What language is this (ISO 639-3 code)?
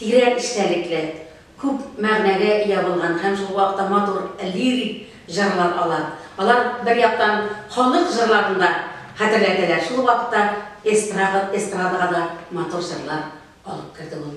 tat